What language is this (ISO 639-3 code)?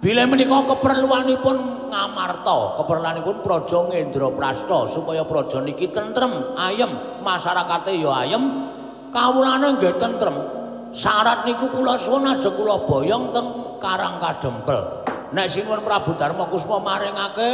jav